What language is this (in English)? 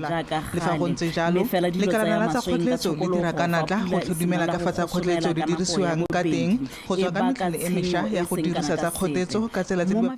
Tswana